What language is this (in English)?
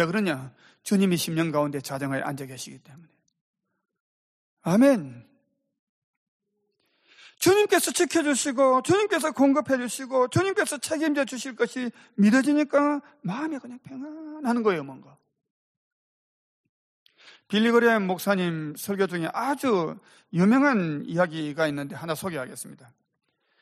Korean